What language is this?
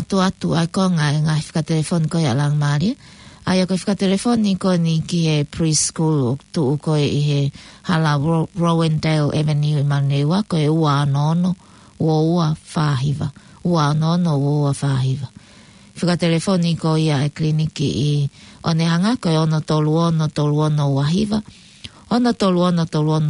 Tongan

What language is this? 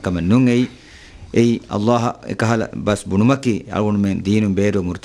Divehi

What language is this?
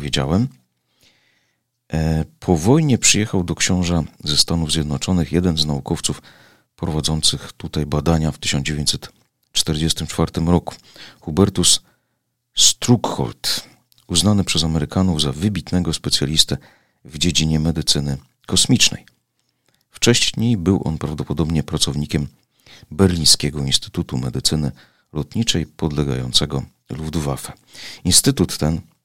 Polish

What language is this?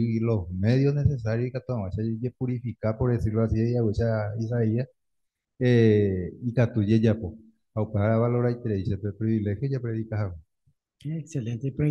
Guarani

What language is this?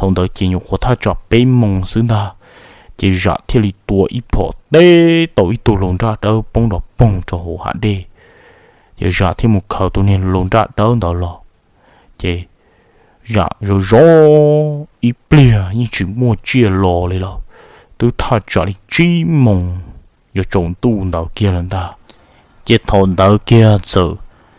Hmong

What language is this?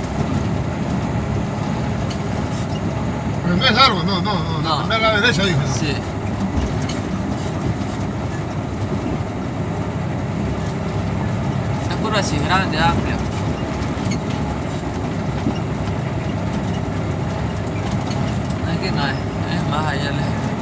Spanish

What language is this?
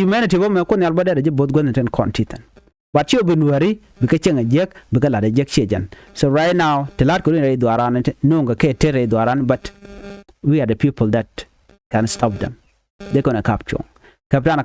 Nuer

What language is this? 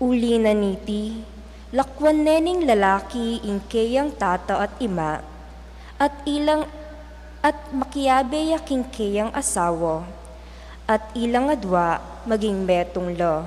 Pampanga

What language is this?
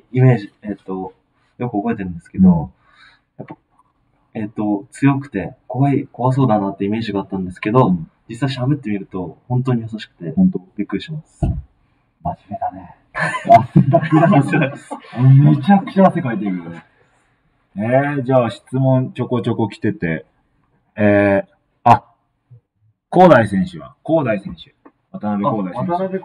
Japanese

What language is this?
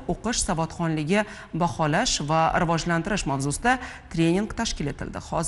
Uzbek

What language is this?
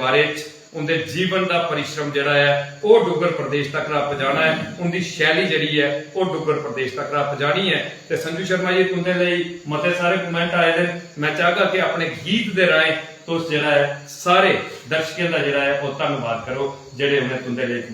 Dogri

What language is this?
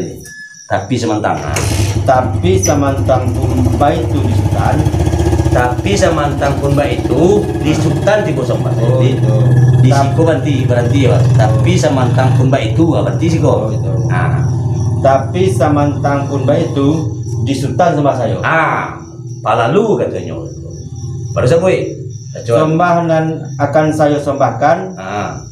Minangkabau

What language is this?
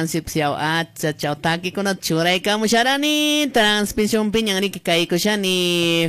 Quechua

